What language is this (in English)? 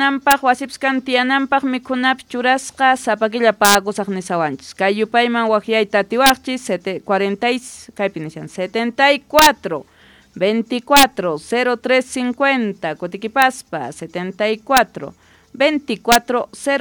South Bolivian Quechua